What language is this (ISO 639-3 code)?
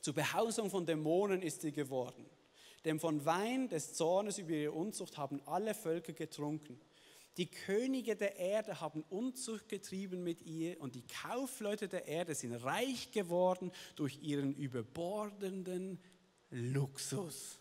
gsw